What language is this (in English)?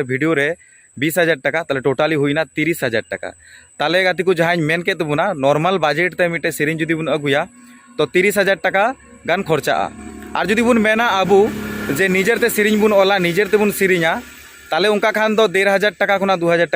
Santali